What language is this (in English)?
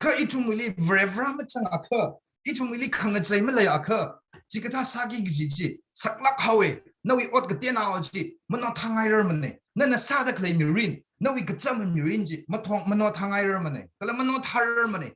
Tangkhul Naga (India)